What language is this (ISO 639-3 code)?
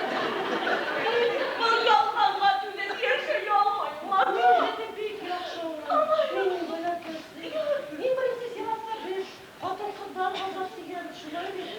bak